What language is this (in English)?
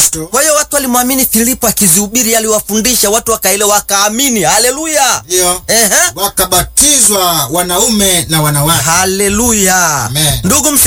Swahili